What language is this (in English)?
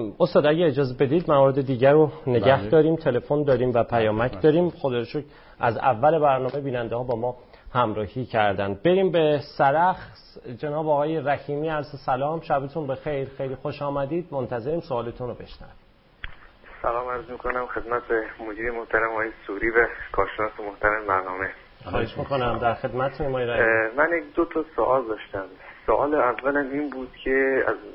Persian